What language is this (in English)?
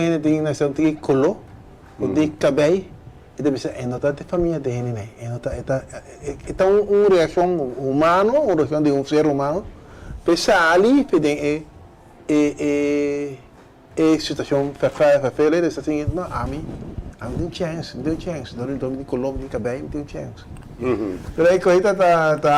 Papiamento